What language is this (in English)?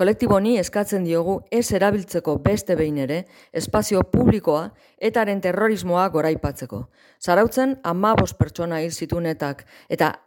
Basque